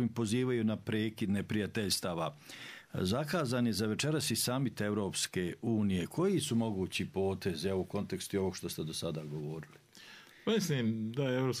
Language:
Bosnian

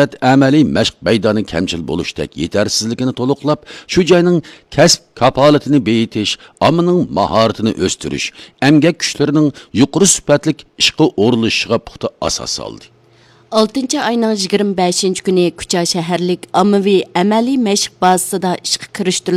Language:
Uyghur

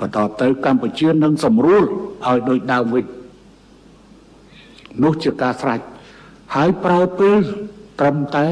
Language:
Khmer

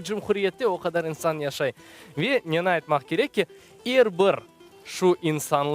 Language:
Crimean Tatar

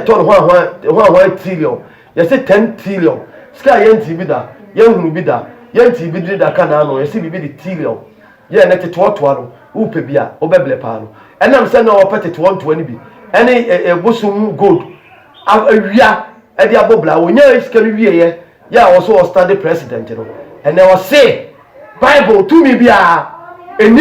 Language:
Akan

